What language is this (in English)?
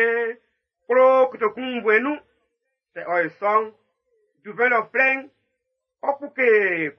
Baoulé